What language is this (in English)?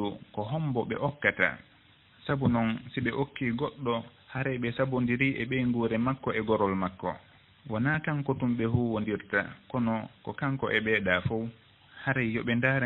Fula